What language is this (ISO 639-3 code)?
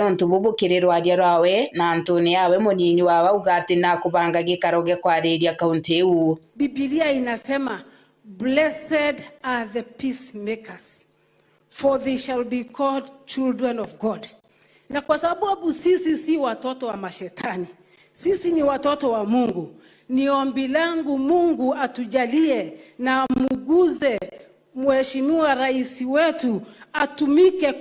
mer